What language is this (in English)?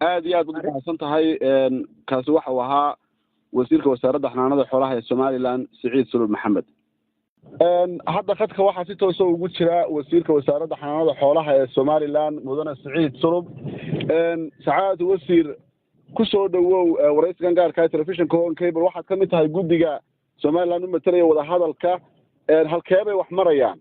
Somali